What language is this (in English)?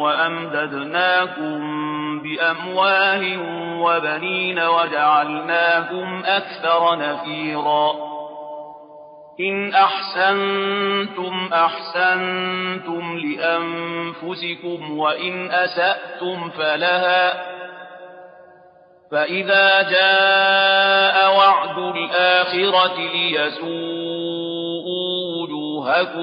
Arabic